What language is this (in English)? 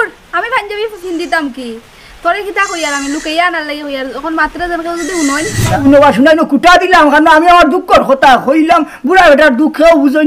Sylheti